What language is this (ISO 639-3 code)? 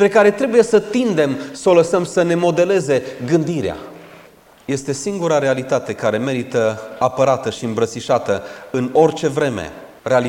ron